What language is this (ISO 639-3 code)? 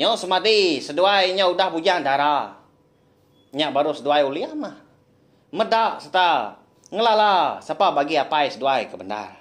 iba